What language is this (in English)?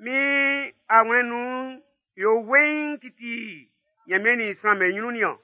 Baoulé